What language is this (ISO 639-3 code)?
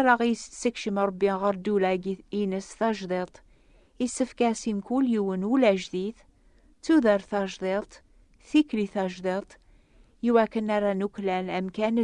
kab